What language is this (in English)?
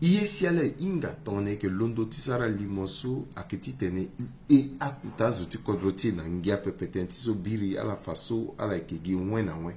Sango